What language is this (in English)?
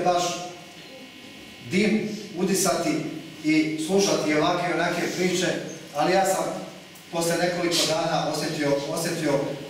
Croatian